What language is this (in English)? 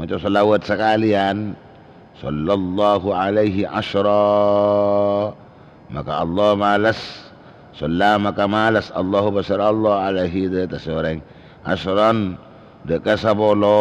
Madurese